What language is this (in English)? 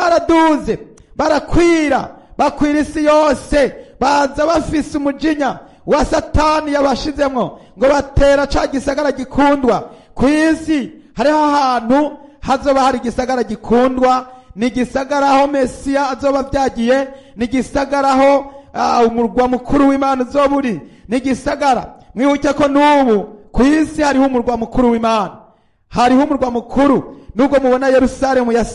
Rundi